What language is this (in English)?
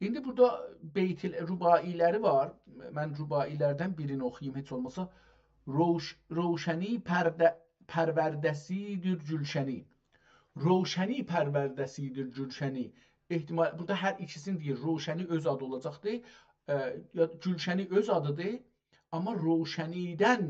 South Azerbaijani